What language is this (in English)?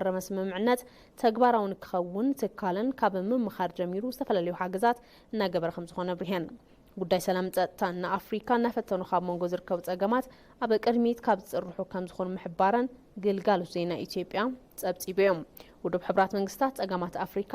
Tigrinya